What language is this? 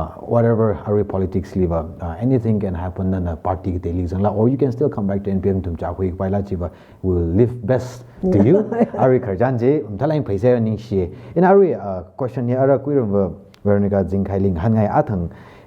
Tangkhul Naga (India)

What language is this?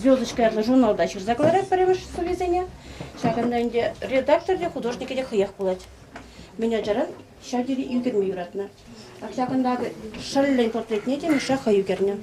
Chuvash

